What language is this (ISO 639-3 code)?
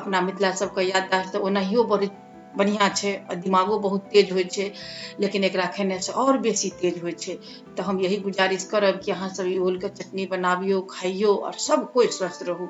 mai